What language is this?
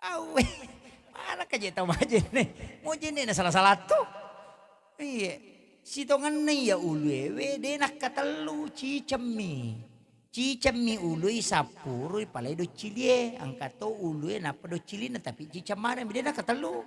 Buginese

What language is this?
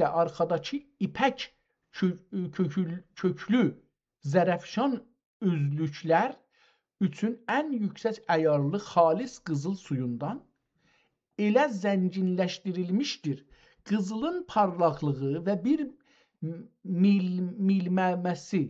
South Azerbaijani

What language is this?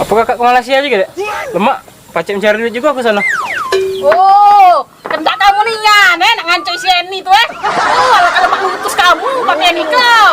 Musi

